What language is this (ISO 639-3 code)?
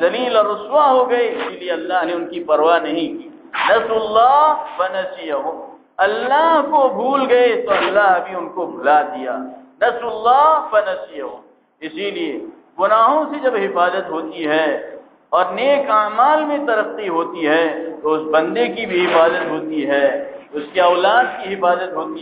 urd